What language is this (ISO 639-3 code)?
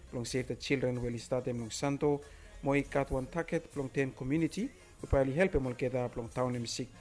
bis